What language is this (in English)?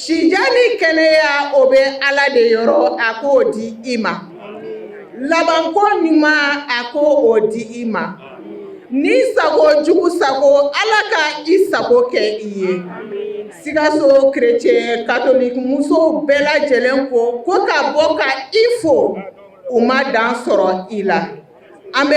Bambara